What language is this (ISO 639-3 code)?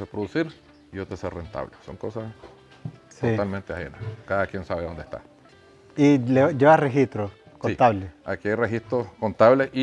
spa